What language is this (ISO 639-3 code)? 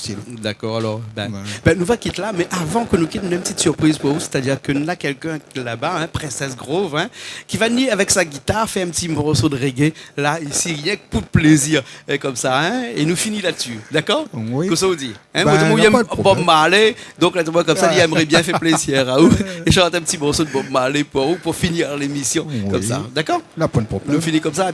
rcf